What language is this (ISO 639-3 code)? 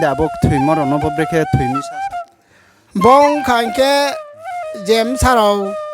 ria